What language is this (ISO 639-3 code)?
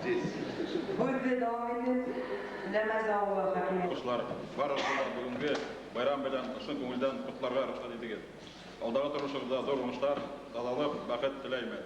bak